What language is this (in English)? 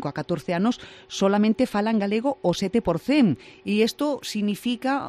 Galician